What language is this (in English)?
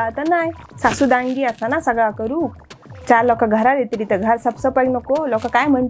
Konkani